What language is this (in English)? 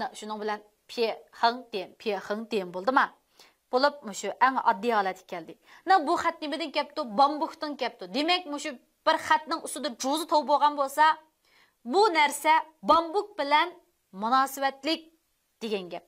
Uyghur